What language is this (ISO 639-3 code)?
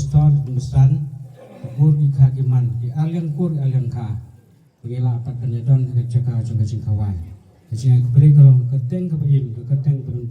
kha